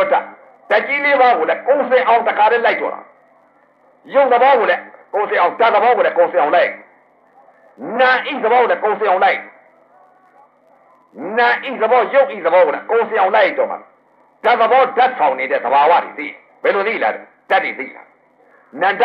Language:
Burmese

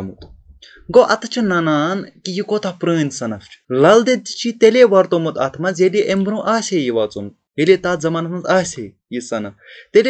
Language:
Kashmiri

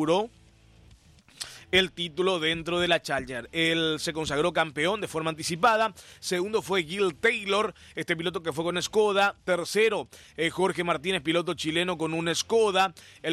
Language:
Spanish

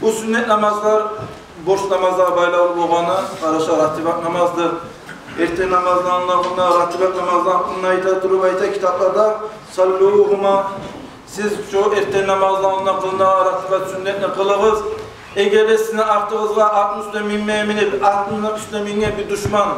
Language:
Kumyk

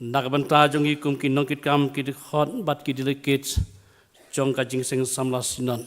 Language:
Khasi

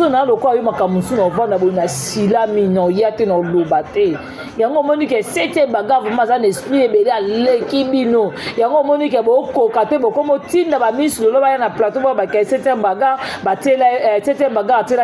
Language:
Lingala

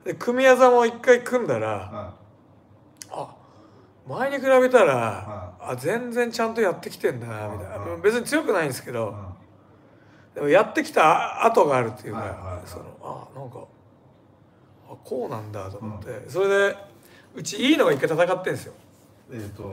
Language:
Japanese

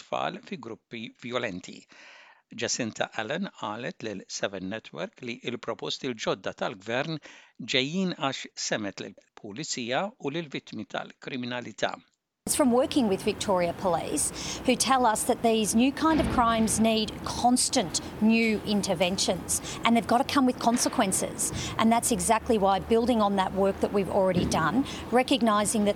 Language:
Maltese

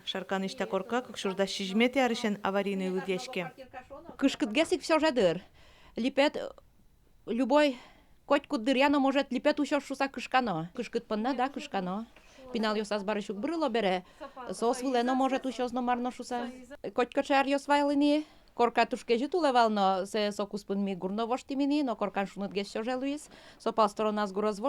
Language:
Udmurt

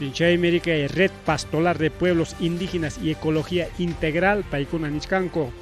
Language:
Ayacucho Quechua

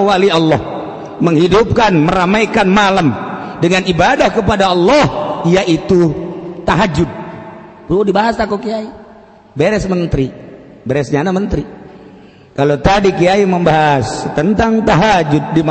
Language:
Sundanese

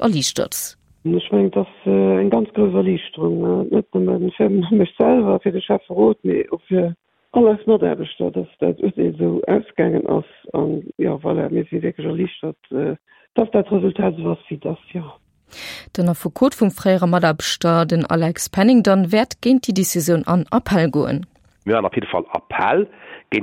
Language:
Luxembourgish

